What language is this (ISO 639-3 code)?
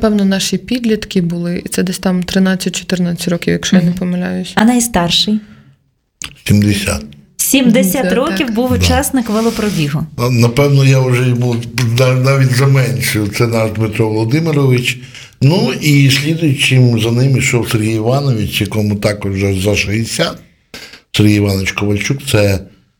ukr